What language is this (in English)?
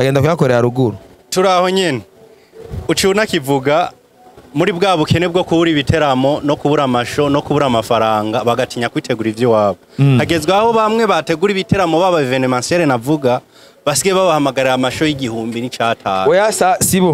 Rundi